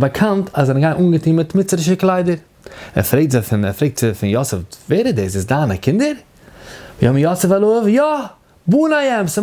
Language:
Yiddish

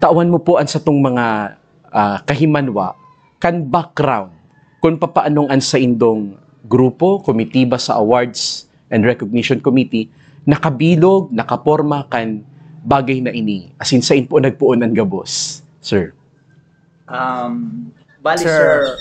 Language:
Bikol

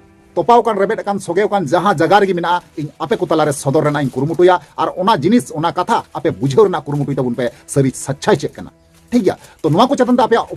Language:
Santali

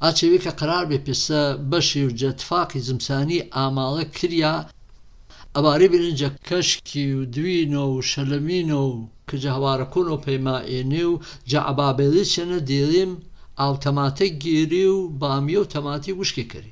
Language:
Gurani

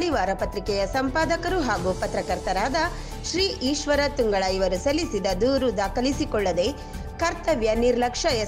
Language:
Kannada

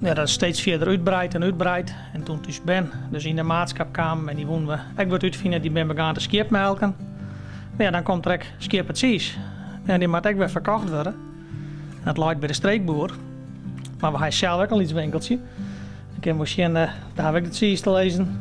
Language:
Western Frisian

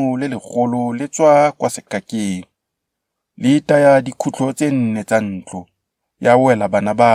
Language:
Tswana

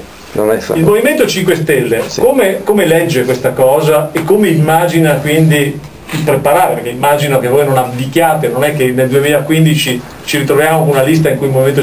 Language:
Italian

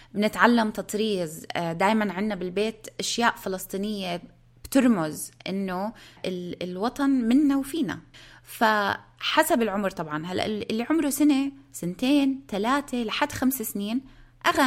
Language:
North Levantine Arabic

